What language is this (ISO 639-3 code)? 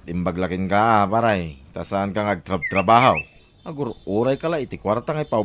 ilo